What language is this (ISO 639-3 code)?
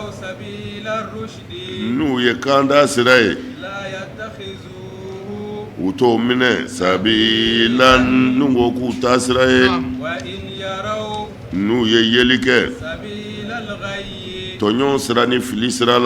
bam